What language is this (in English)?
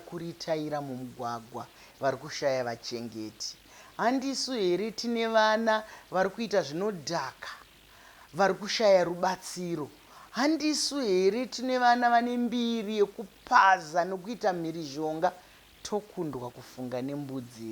Shona